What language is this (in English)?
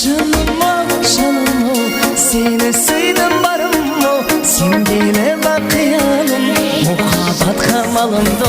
Kara-Kalpak